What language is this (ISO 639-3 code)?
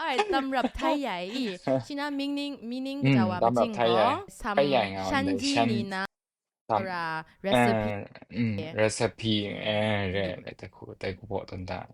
kac